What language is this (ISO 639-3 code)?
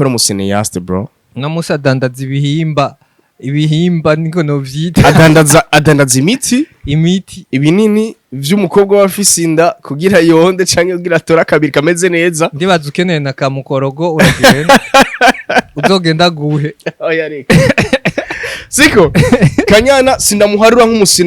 run